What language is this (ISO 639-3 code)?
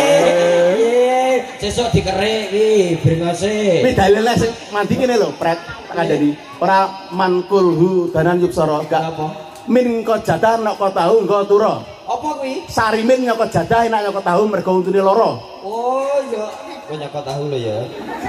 jav